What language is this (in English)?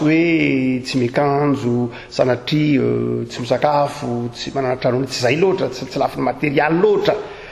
Malagasy